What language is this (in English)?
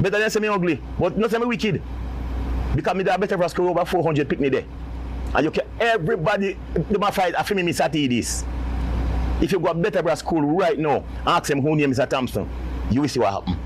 Jamaican Creole English